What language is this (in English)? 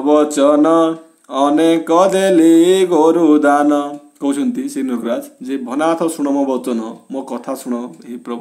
Odia